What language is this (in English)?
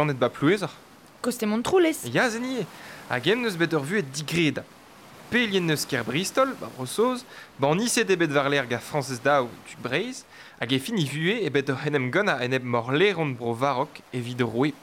Breton